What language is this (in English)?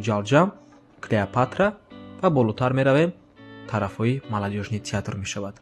Tajik